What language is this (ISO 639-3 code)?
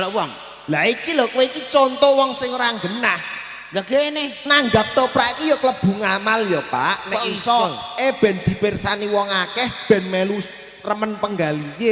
jav